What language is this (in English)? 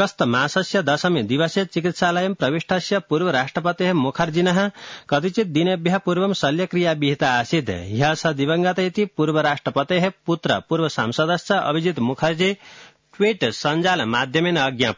Sanskrit